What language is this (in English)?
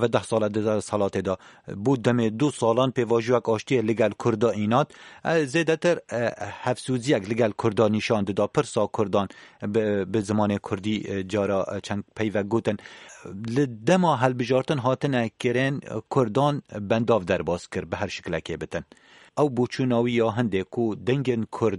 Kurdish